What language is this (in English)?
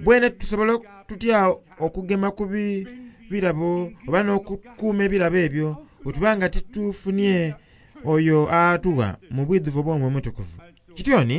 Soga